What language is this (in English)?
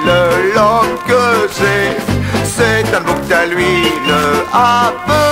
Picard